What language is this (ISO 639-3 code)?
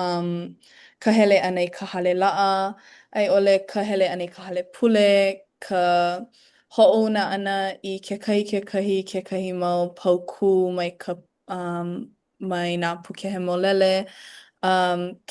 haw